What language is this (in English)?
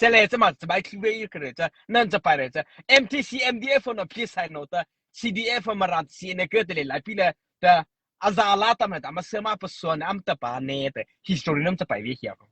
Mara Chin